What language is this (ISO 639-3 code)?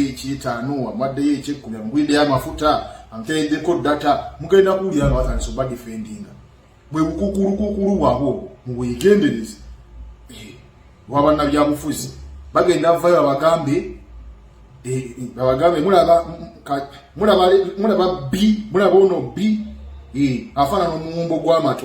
lug